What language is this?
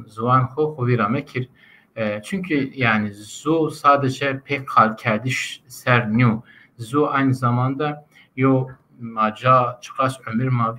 Zaza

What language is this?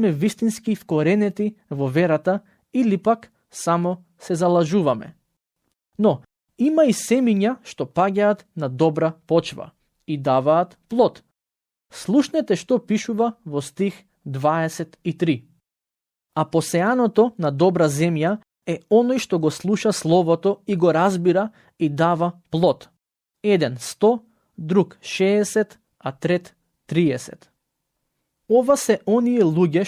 Macedonian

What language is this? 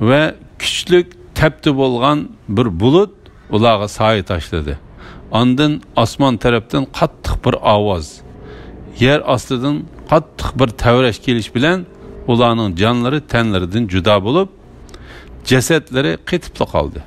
Uyghur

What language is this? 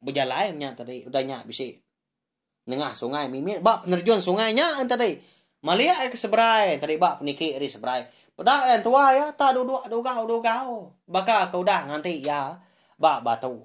Iban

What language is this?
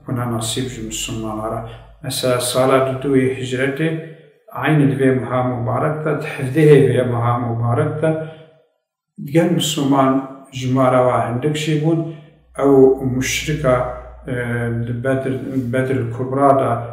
Kurdish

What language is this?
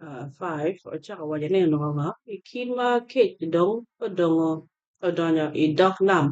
Acoli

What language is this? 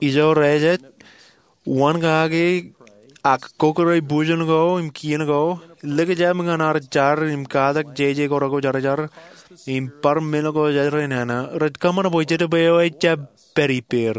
Marshallese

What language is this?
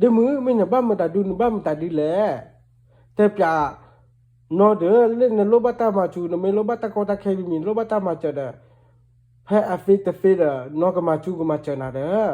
S'gaw Karen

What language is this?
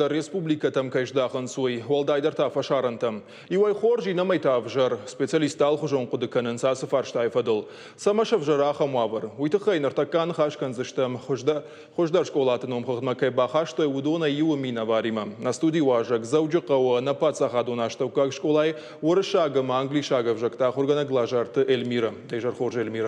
Ossetic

